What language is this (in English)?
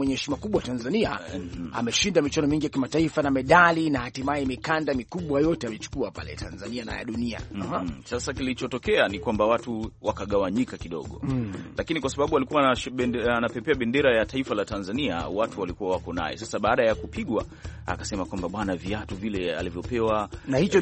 Swahili